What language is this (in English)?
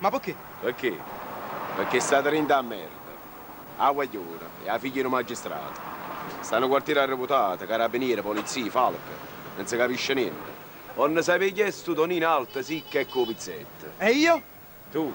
Neapolitan